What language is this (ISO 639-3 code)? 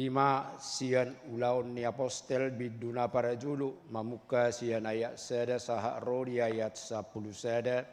bbc